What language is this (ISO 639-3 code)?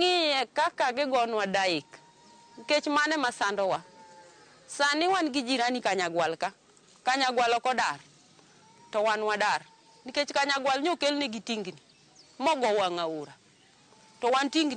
luo